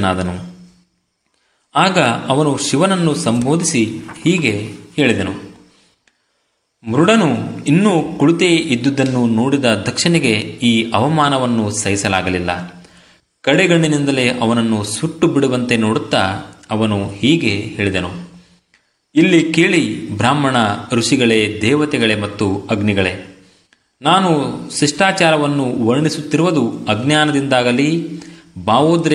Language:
Kannada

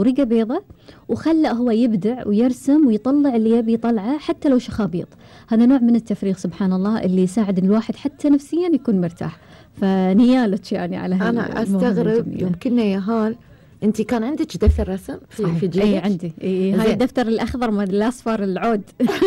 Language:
Gulf Arabic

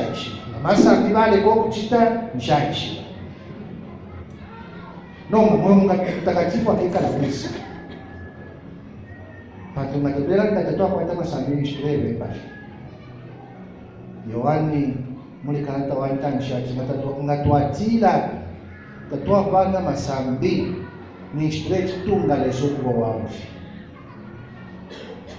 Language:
Bemba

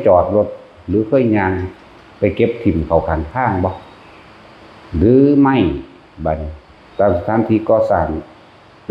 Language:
Northeastern Thai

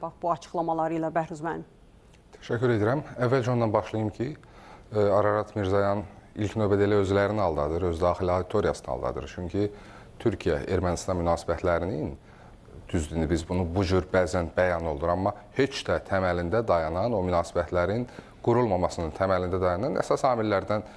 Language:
Azerbaijani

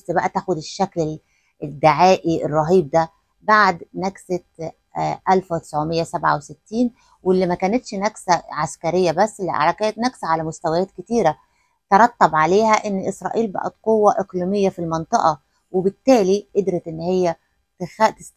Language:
Egyptian Arabic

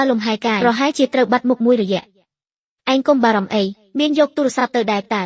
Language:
Khmer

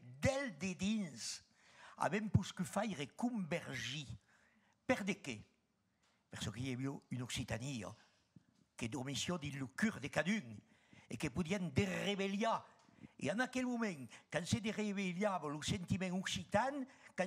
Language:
Occitan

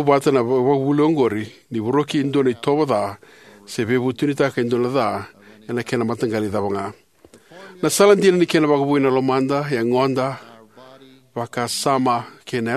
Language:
Fijian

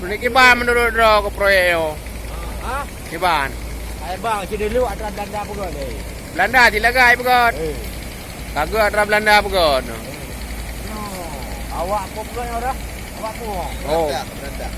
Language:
Achinese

